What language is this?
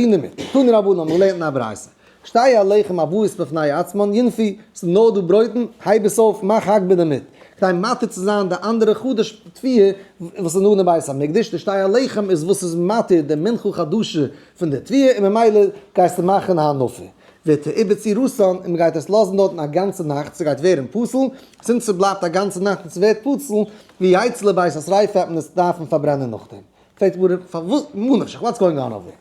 Yiddish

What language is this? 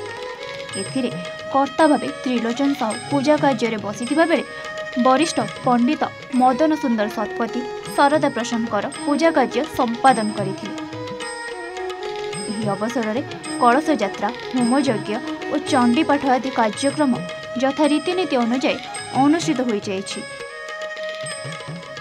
Odia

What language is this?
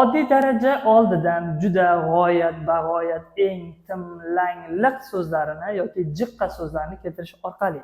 Uzbek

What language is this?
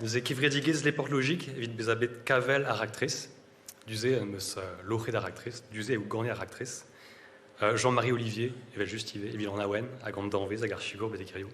Breton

